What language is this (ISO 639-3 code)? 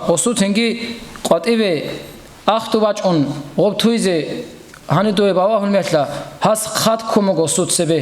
ava